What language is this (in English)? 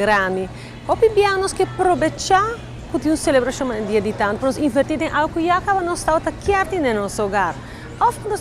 Papiamento